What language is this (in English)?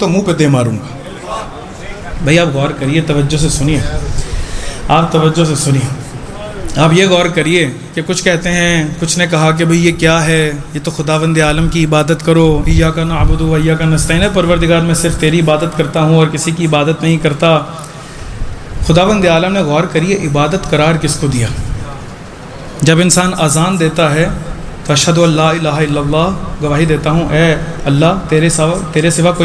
Urdu